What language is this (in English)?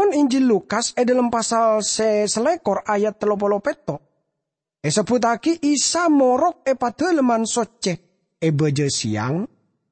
Madurese